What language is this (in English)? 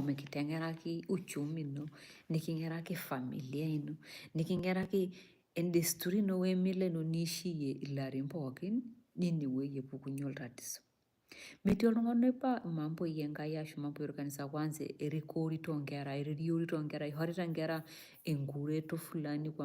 Masai